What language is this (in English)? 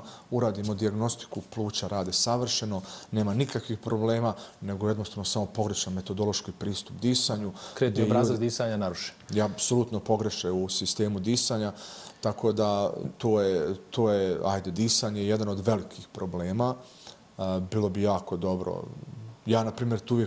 Bosnian